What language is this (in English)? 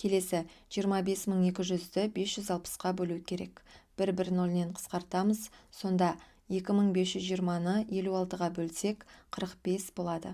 Kazakh